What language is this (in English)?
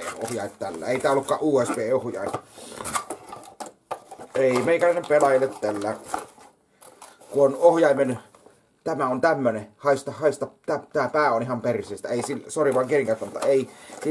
Finnish